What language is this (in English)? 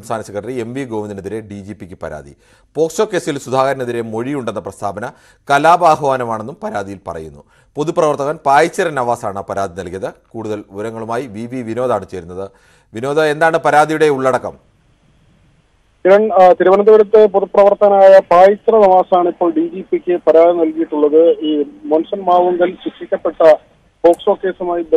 Malayalam